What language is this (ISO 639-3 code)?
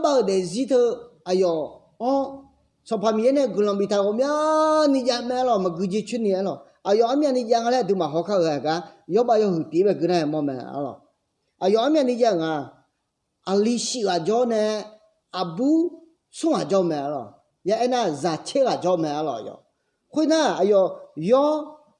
ahk